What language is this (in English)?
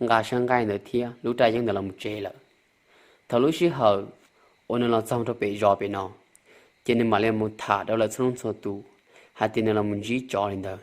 Hmong